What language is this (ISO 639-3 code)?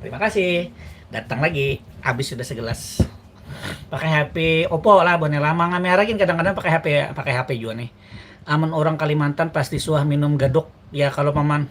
bjn